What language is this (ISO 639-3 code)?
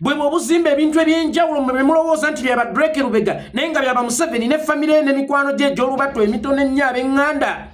lug